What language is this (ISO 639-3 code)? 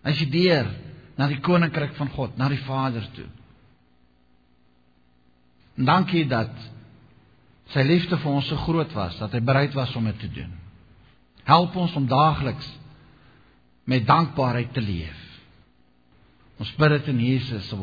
afr